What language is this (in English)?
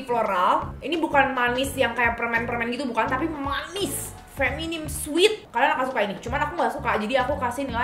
Indonesian